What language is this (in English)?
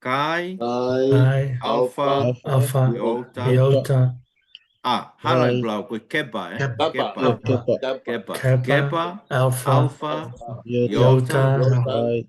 Tongan